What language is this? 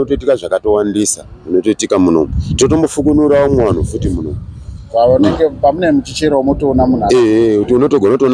Shona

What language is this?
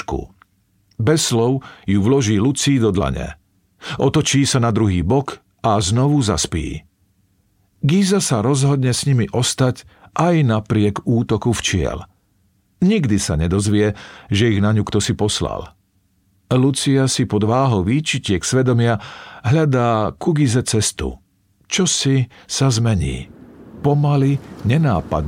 Slovak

